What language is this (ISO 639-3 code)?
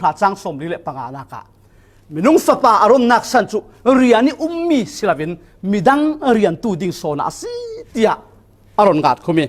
cfm